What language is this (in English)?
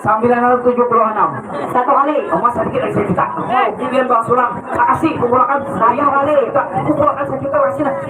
Banjar